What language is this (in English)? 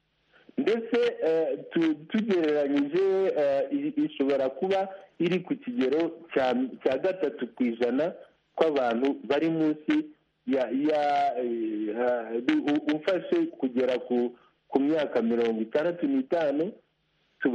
Kinyarwanda